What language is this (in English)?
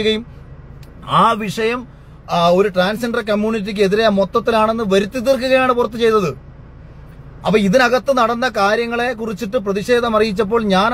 Malayalam